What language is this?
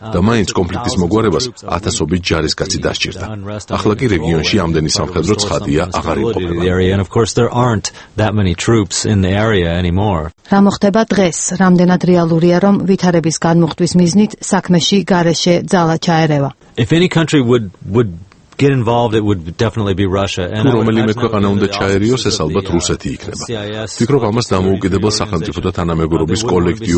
Georgian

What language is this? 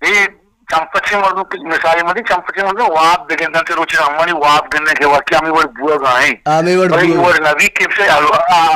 Baluchi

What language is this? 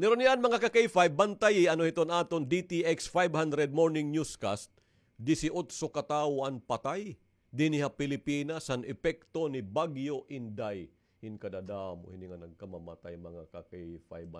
Waray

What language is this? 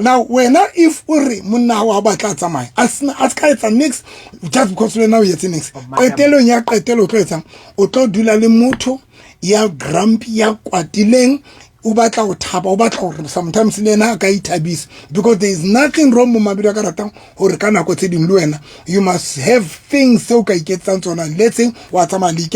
Southern Sotho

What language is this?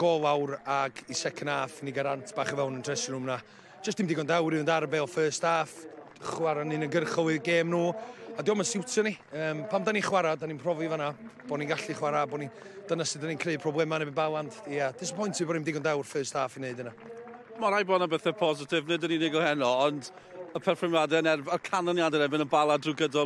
Welsh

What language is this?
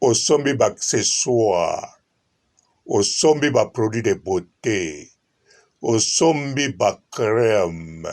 Lingala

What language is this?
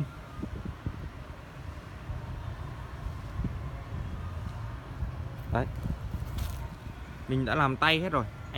Vietnamese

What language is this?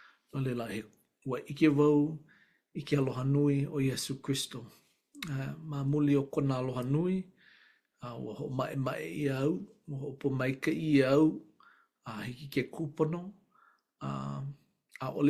Hawaiian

